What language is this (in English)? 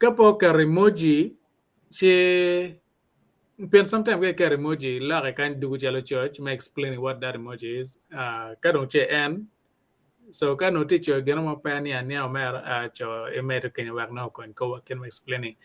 Acoli